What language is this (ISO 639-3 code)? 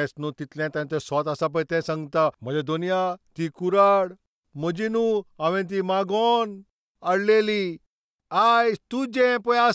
kok